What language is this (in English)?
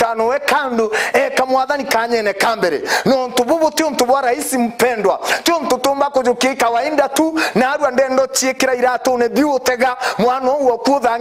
Meru